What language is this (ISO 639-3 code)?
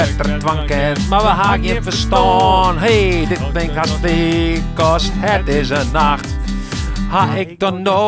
fry